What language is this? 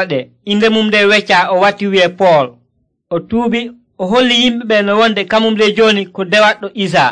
Nigerian Fulfulde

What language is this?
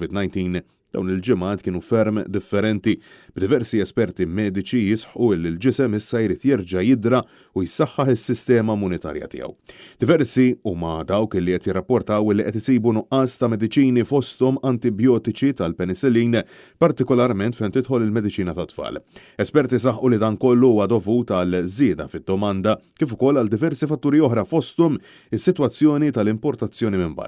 Maltese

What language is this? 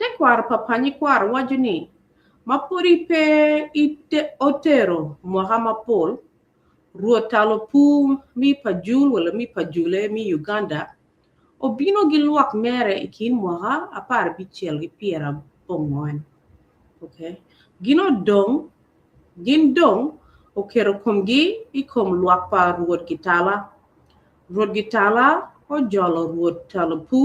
Acoli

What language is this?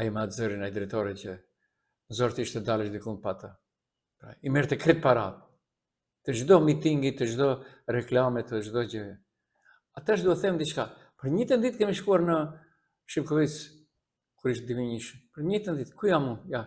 Albanian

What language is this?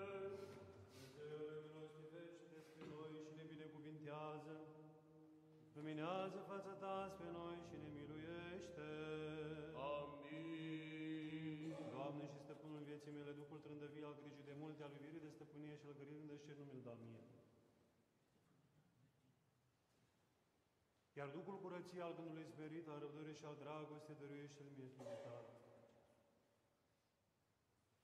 Romanian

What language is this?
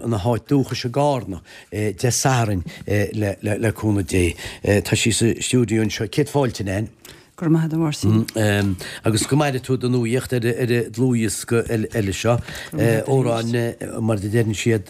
Irish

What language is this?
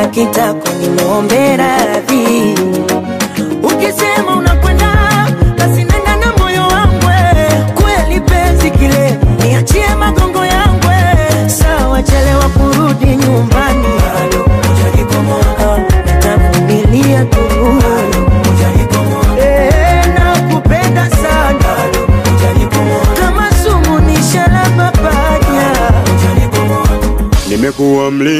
Swahili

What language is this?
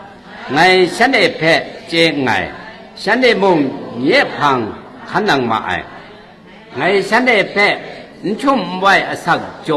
Kachin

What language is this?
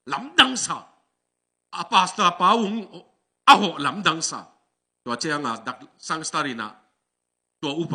Tedim Chin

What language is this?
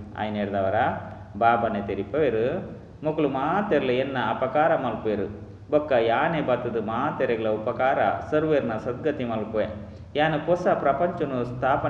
Tulu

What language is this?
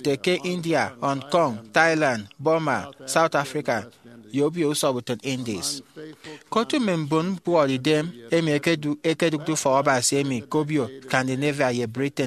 Efik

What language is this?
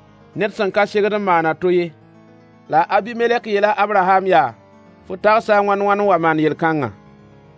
Mossi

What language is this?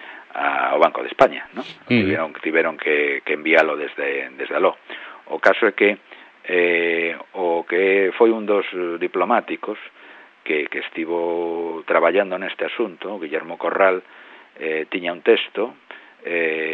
Galician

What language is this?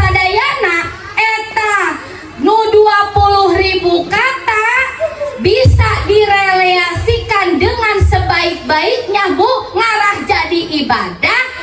Sundanese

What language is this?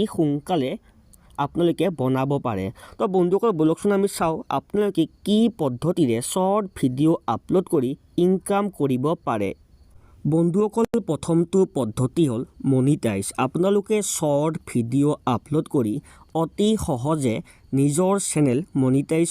Assamese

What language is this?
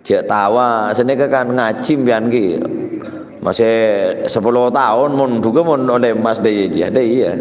Madurese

